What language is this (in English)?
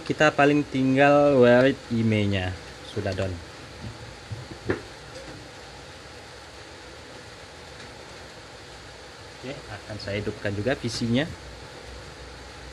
Indonesian